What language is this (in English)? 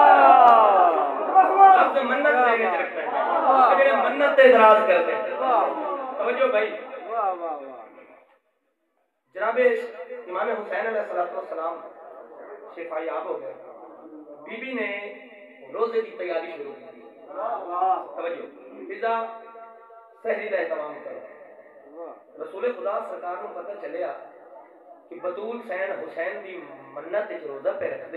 Urdu